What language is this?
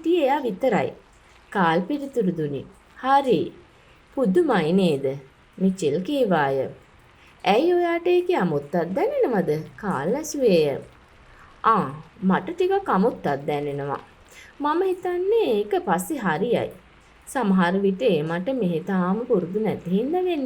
Sinhala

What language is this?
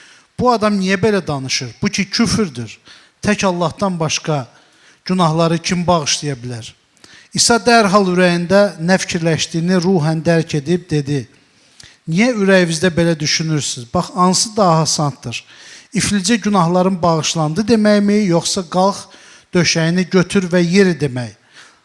Azerbaijani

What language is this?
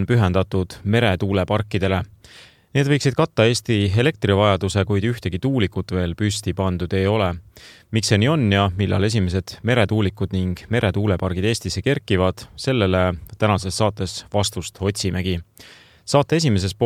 Estonian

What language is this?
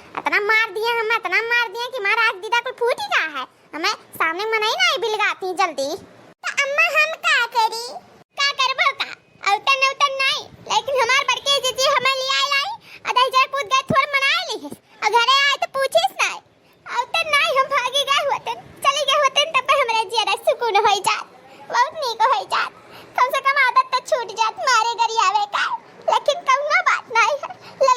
Awadhi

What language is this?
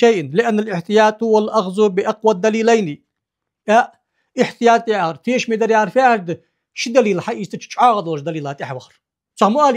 Ingush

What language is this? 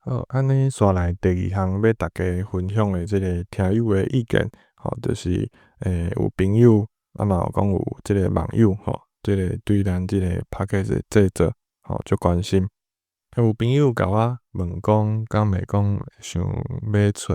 Min Nan Chinese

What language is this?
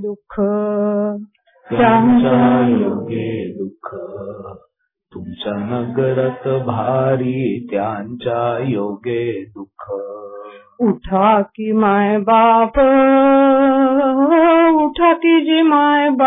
Marathi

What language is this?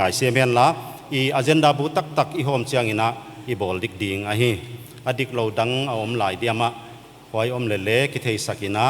Paite Chin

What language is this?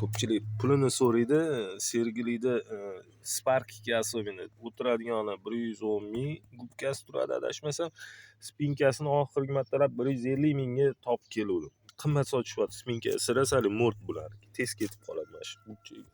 Uzbek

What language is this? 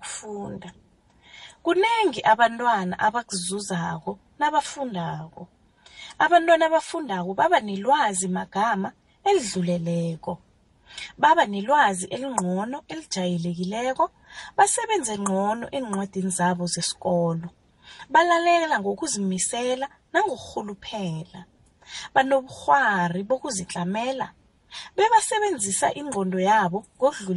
South Ndebele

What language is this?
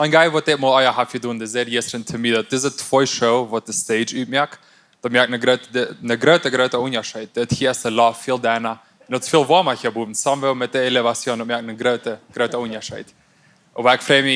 Plautdietsch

